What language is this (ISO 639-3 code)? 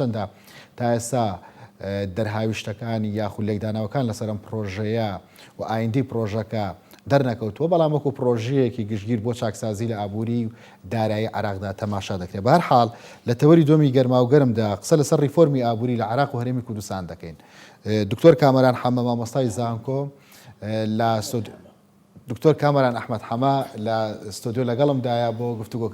ckb